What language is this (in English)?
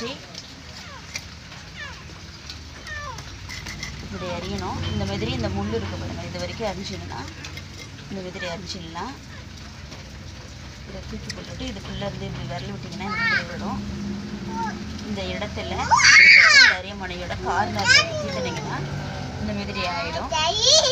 Tamil